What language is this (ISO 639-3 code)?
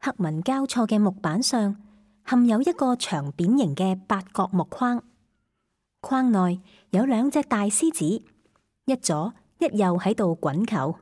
yue